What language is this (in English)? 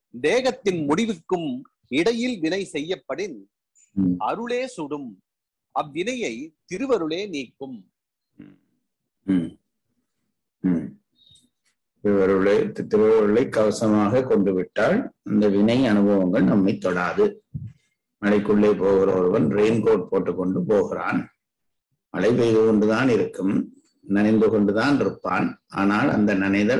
Tamil